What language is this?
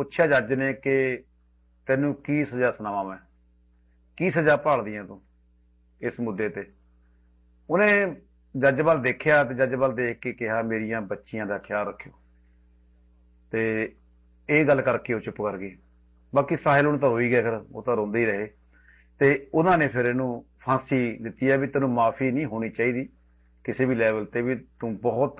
Punjabi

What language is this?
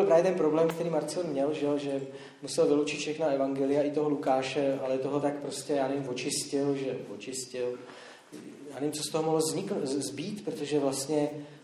Czech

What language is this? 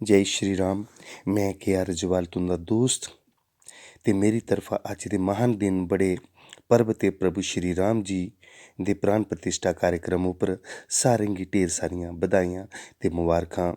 Dogri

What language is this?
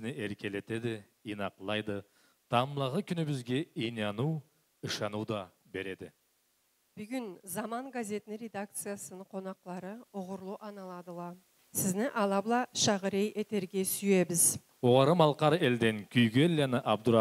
Karachay-Balkar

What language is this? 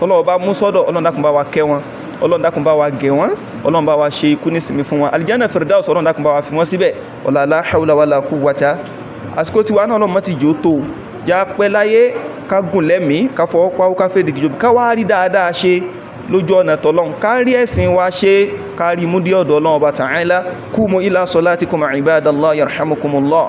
Yoruba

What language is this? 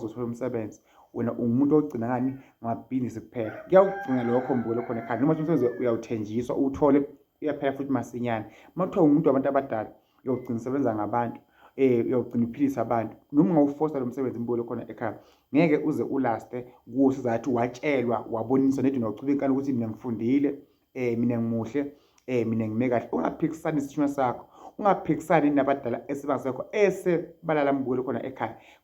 Zulu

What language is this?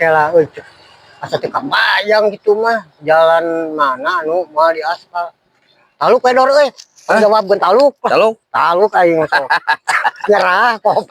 Sundanese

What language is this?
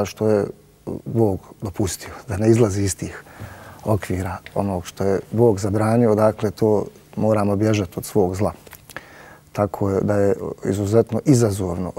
Bosnian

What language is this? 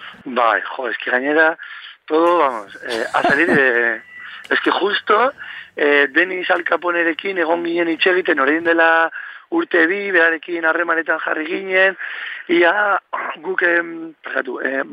Basque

